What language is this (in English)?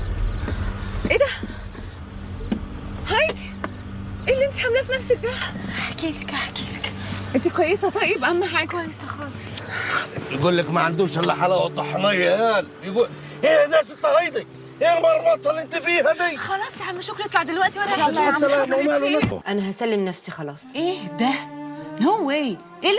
Egyptian Arabic